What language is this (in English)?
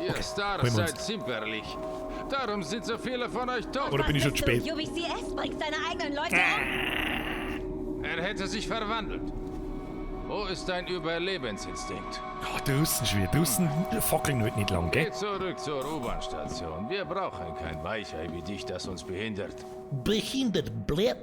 Bavarian